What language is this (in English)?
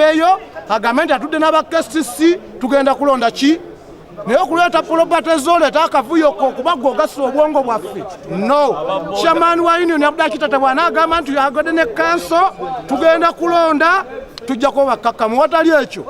Ganda